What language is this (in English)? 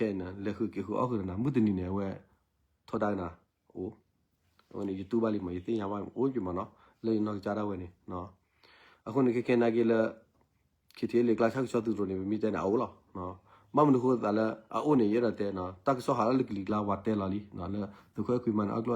S'gaw Karen